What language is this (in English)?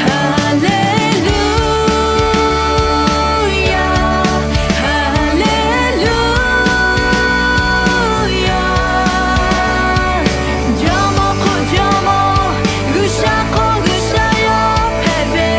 Lahu